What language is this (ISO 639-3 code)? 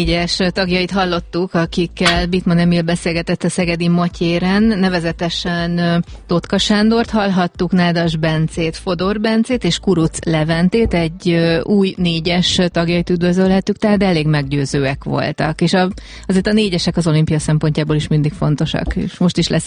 hun